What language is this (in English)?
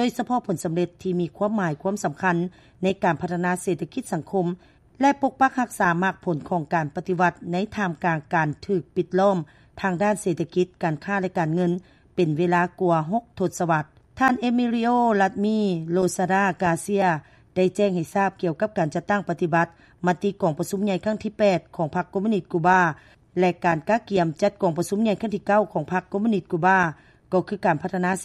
Lao